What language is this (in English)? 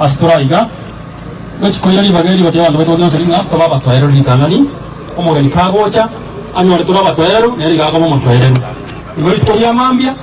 Gusii